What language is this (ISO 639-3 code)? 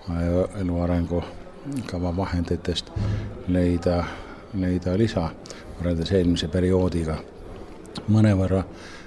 est